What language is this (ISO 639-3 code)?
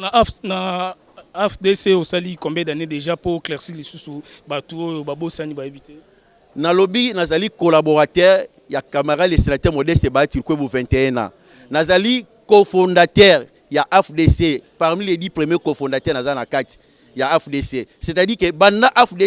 lin